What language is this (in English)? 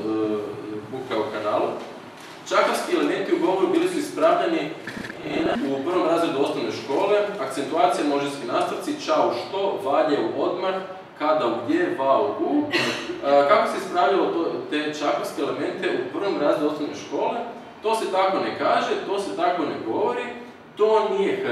Croatian